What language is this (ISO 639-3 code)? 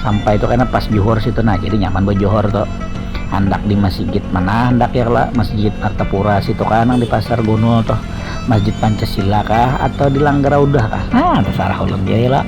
bjn